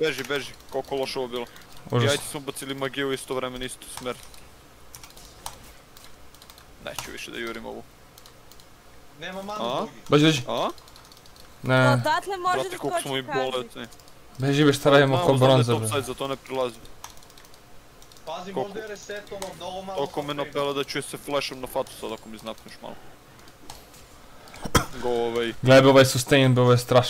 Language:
Serbian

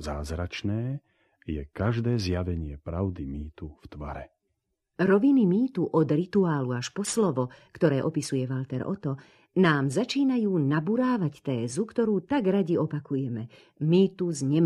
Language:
Slovak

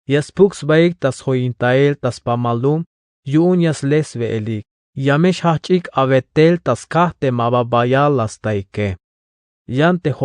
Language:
Tzeltal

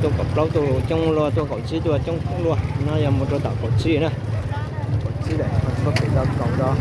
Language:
Hmong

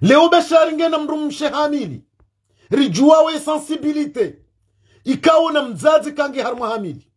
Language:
Ngazidja Comorian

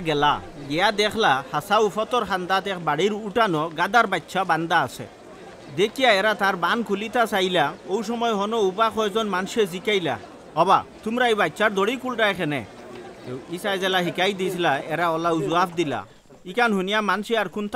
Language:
Sylheti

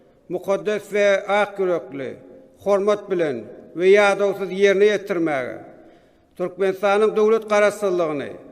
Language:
Turkmen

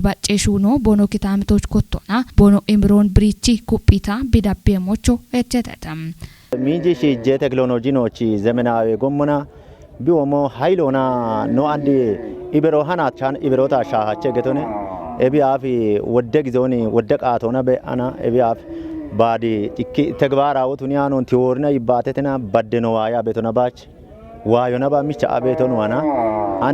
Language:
Kafa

